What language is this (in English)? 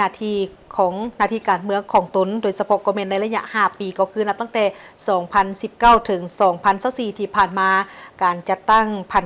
Lao